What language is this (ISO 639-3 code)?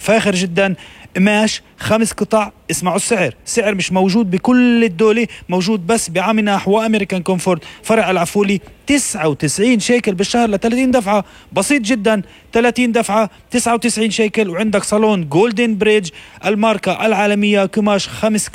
apc